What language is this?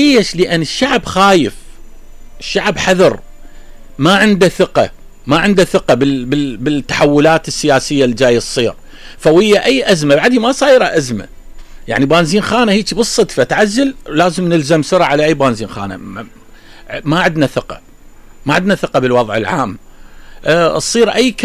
Mesopotamian Arabic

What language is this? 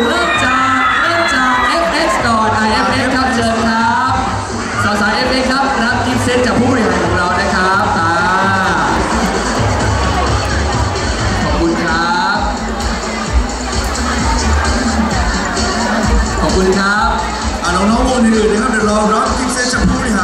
Thai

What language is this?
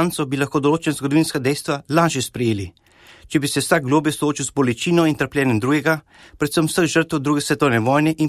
Slovenian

